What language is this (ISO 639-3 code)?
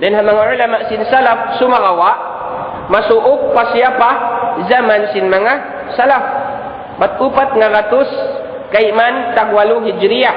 tsg